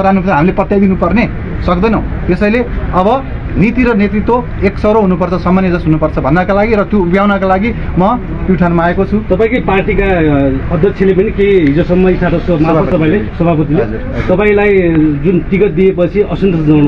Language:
Nepali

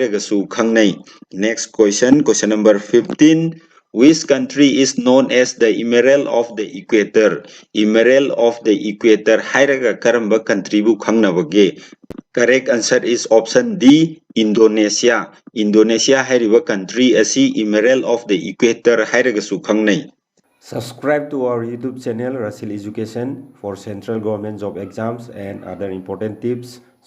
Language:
Manipuri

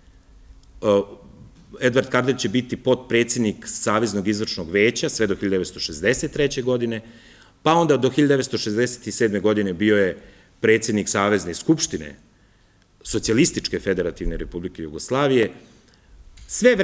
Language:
Serbian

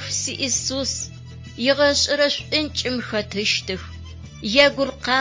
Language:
Adyghe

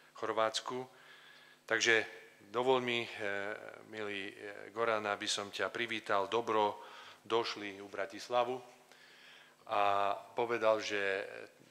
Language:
Slovak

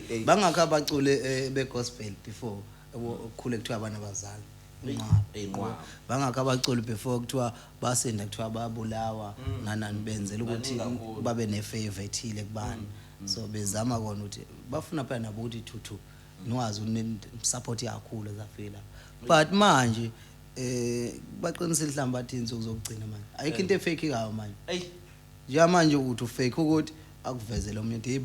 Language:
Zulu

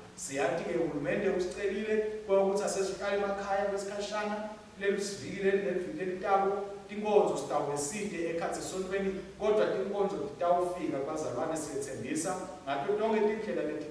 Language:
Swati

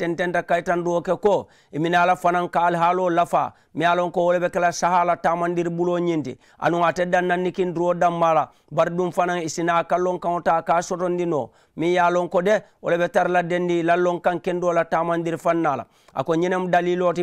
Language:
Mandingo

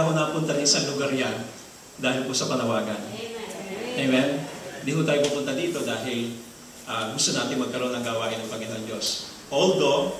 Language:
Filipino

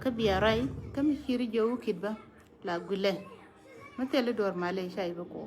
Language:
Nuer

